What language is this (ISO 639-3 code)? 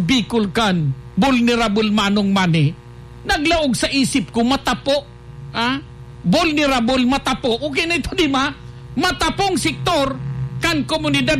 bik